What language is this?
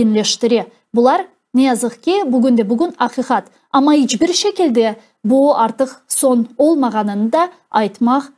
Crimean Tatar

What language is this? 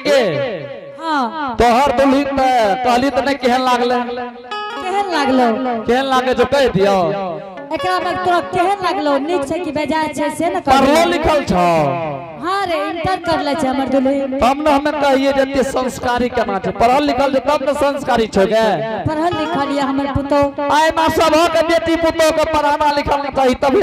Angika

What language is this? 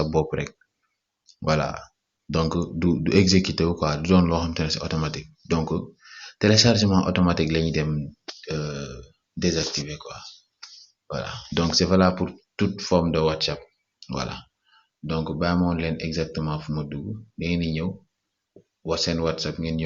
Wolof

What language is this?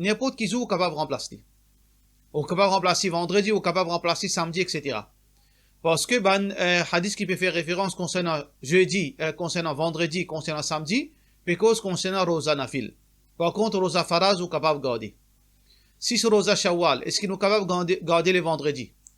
Morisyen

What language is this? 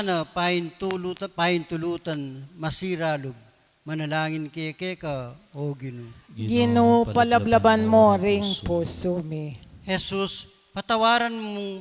Pampanga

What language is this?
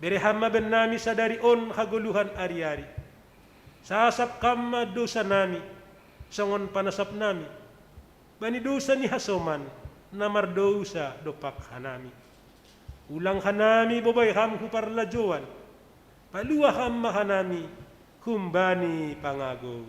Batak Simalungun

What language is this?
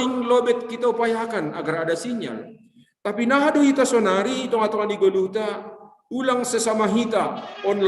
Batak Simalungun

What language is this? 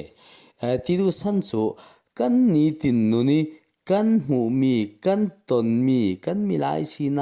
Falam Chin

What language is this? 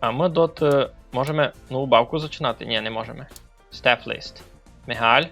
Rusyn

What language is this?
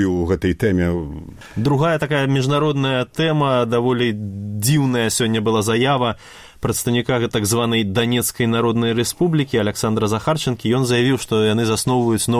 Belarusian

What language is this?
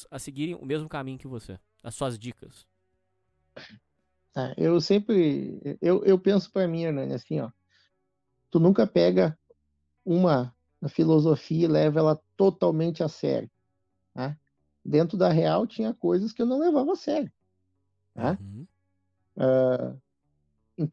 Portuguese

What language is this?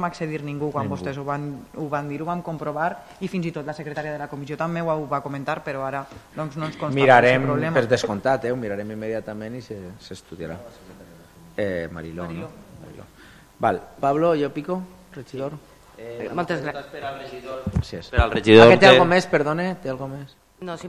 Catalan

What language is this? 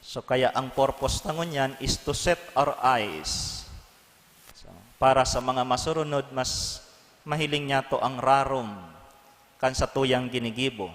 Bikol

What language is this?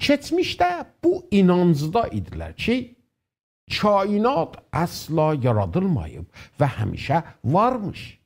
South Azerbaijani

